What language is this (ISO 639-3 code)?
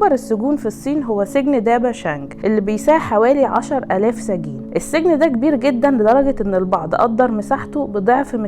arz